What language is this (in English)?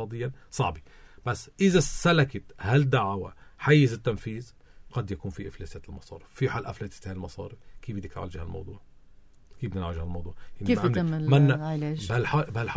North Levantine Arabic